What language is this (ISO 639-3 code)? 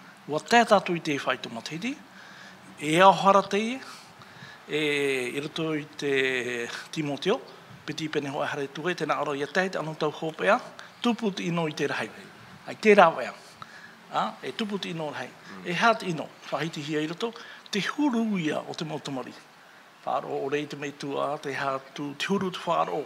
tah